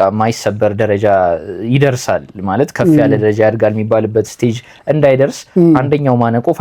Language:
Amharic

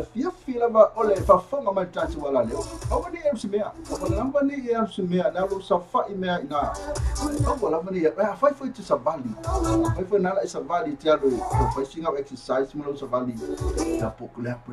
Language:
Samoan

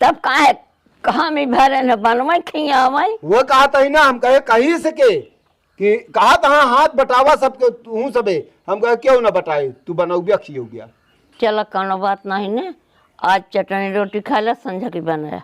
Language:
Awadhi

